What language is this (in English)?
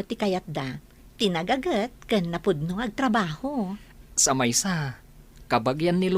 Iloko